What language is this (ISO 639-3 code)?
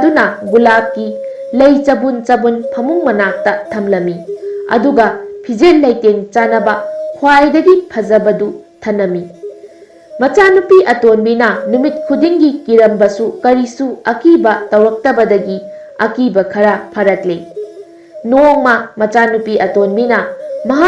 mni